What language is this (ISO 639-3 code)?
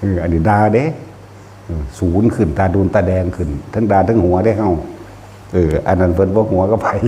lao